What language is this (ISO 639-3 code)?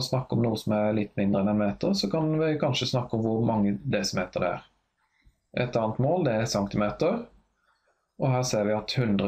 nor